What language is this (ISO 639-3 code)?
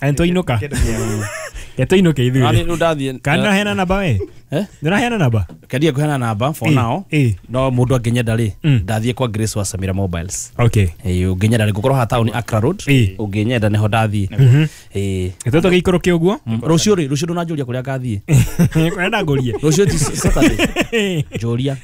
kik